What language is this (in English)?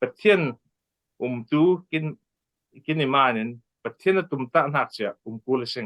Falam Chin